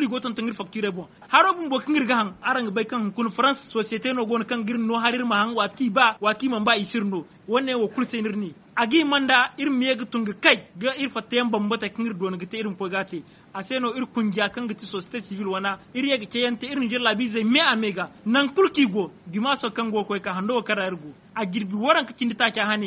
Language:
Zarma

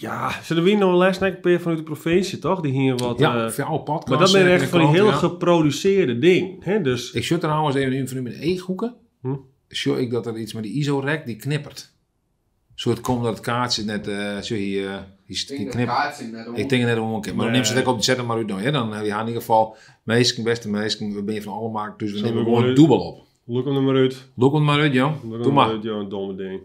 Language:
Western Frisian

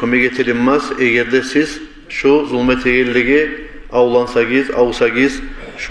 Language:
Kumyk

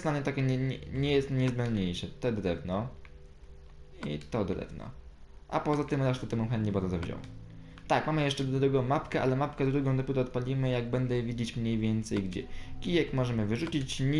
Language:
Polish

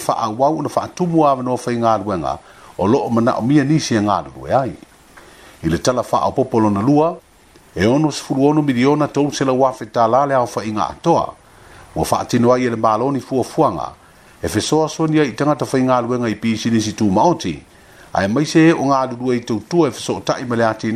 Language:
Samoan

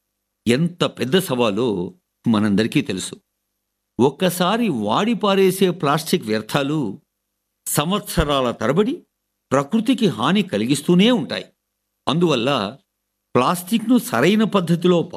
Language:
Telugu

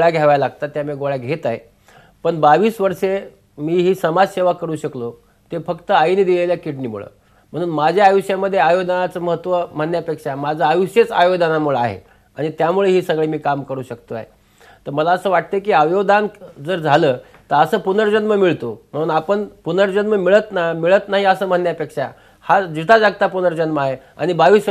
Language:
Marathi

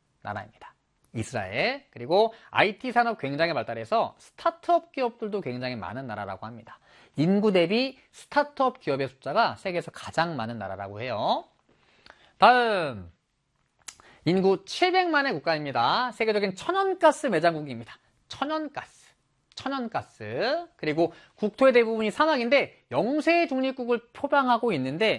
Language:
Korean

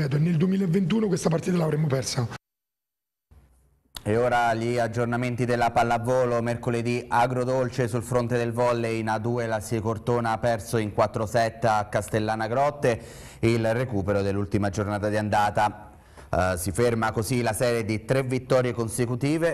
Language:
Italian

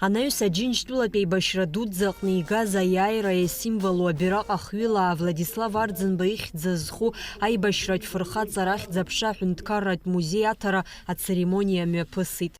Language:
Abkhazian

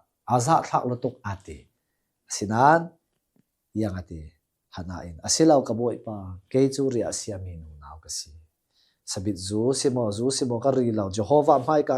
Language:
Hakha Chin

